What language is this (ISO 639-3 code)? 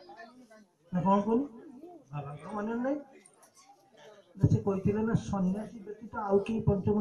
ori